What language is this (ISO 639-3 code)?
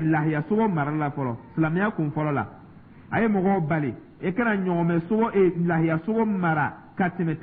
dyu